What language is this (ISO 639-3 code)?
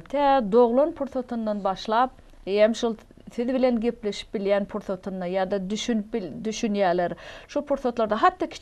tuk